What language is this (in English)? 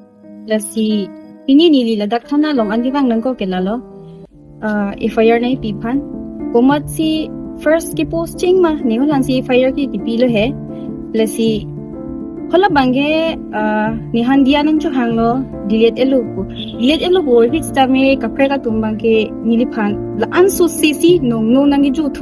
Karbi